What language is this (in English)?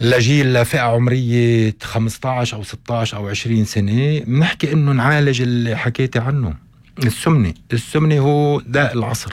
North Levantine Arabic